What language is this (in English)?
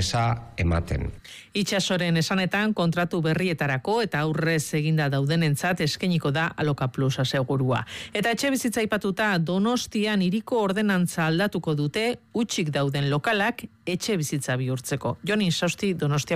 Basque